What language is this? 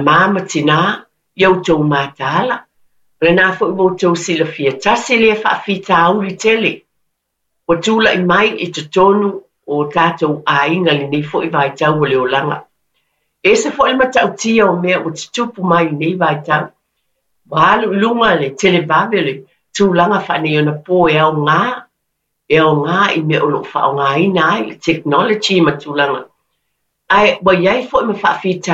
Samoan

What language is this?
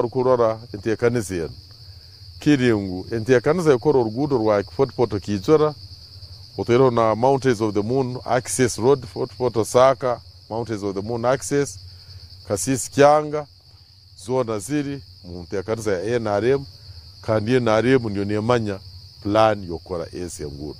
Nyankole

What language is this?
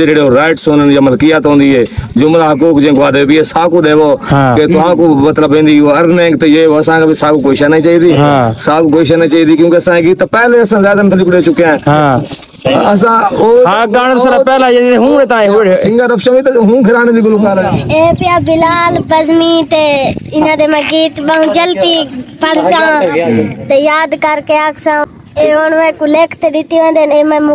Saraiki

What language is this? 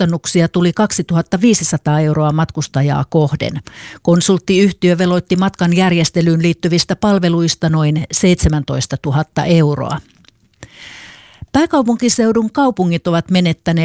Finnish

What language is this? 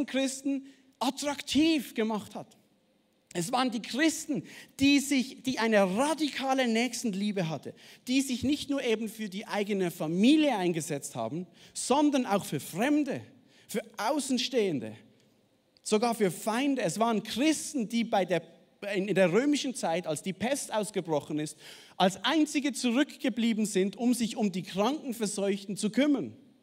Swiss German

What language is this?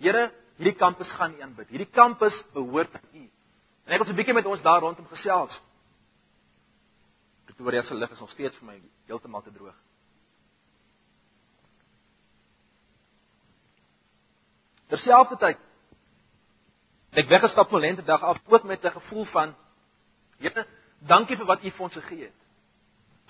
Afrikaans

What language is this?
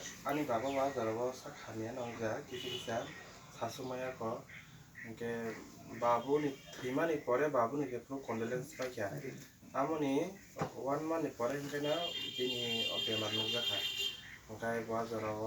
Kok Borok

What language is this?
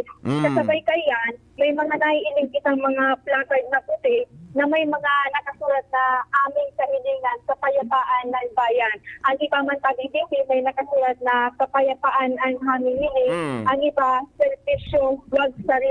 Bikol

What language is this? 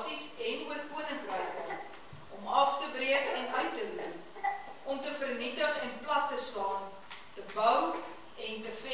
Afrikaans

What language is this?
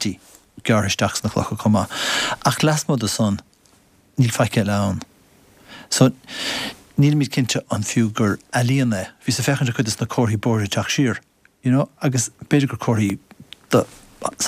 Irish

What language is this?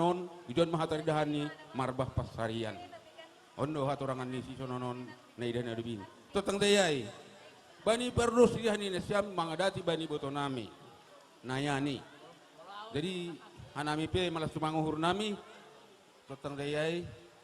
Batak Simalungun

